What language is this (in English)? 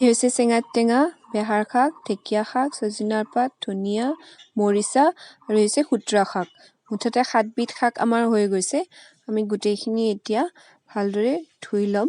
Assamese